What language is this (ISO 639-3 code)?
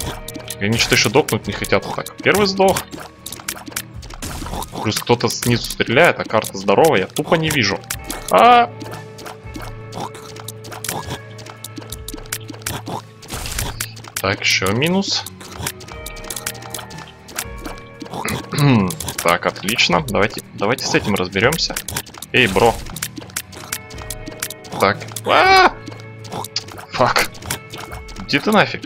rus